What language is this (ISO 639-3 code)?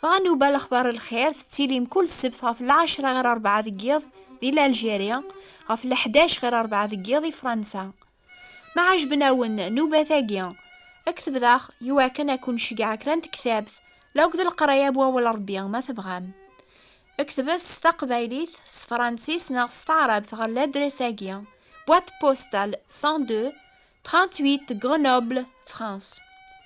kab